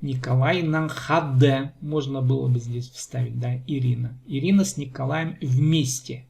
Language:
Khakas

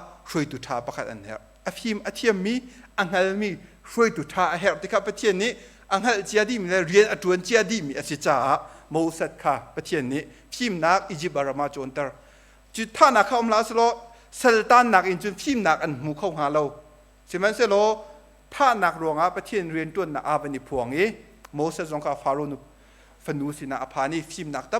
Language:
Hakha Chin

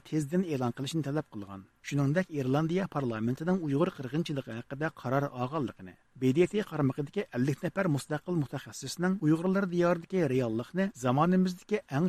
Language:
Uyghur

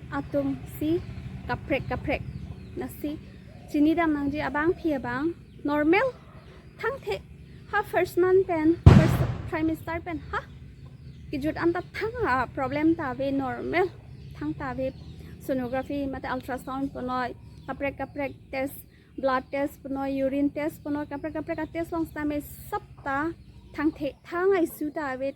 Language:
Karbi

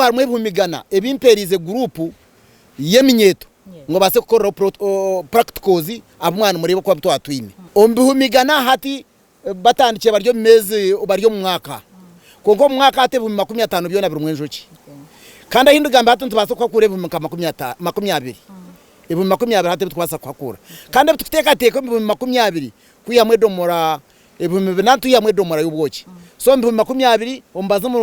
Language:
Nyankole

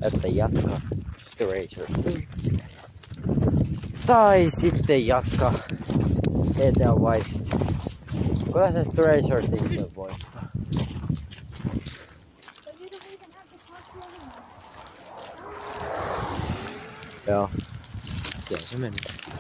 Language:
Finnish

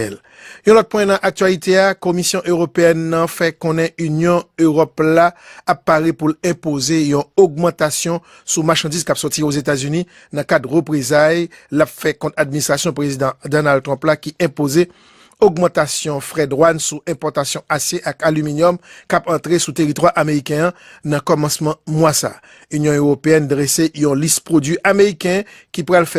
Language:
Haitian Creole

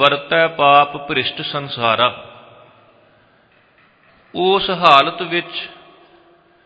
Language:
Punjabi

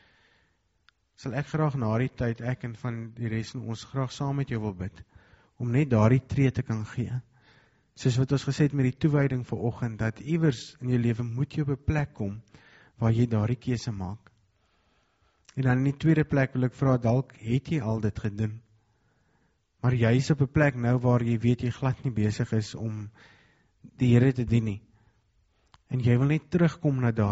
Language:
Afrikaans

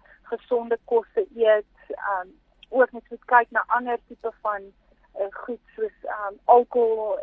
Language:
Afrikaans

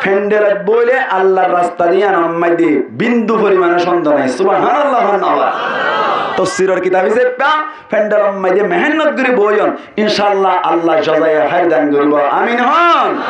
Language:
Rohingya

